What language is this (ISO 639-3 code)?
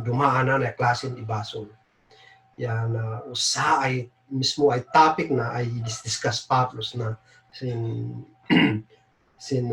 kne